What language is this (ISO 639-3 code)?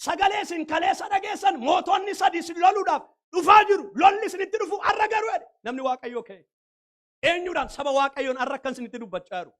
orm